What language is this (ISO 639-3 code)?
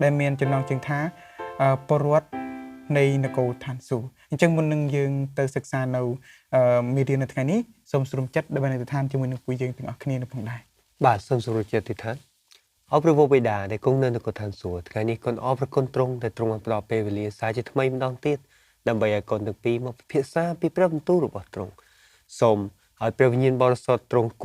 khm